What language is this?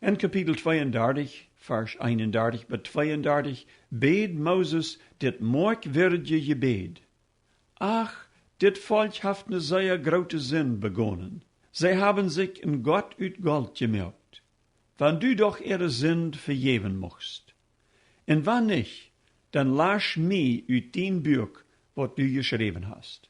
Plautdietsch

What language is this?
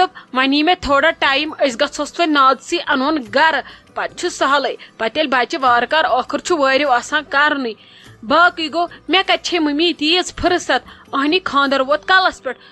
Kashmiri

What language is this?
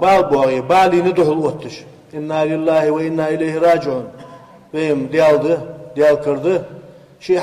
Ingush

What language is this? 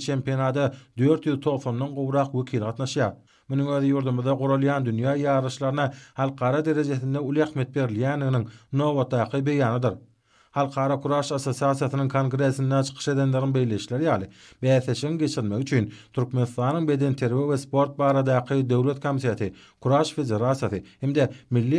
Turkmen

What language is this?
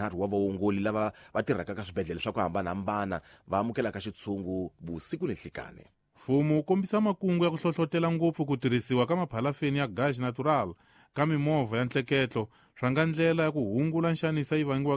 Tsonga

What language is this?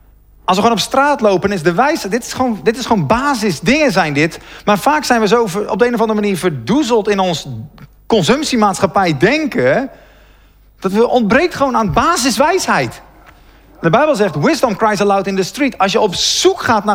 Dutch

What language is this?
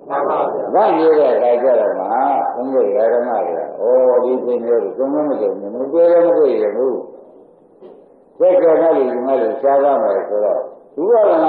Burmese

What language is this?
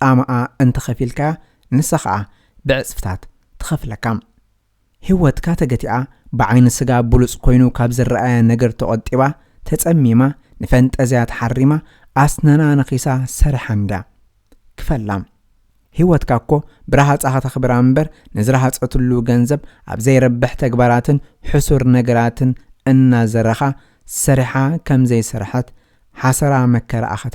Tigrinya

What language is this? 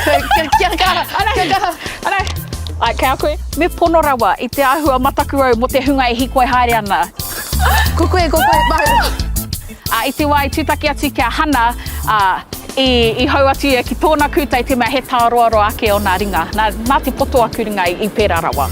Māori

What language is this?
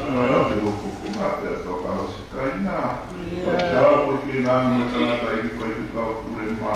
Tongan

